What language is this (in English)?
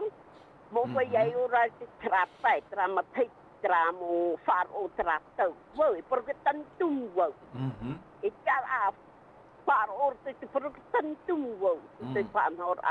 Tahitian